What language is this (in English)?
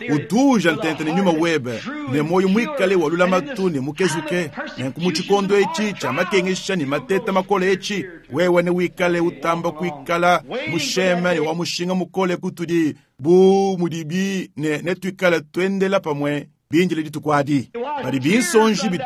Luba-Lulua